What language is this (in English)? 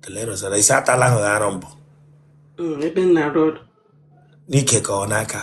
Igbo